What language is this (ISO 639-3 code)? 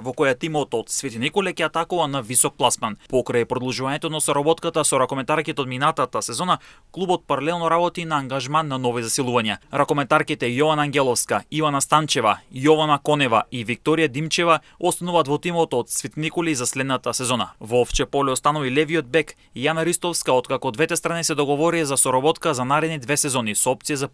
mkd